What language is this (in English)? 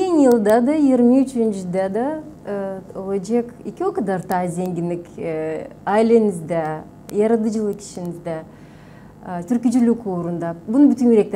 Gagauz